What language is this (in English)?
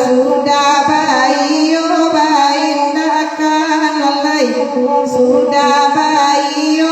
Minangkabau